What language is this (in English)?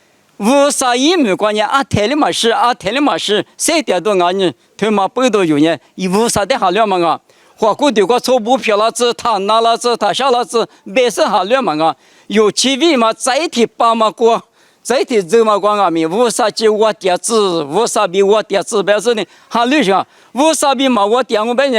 Lisu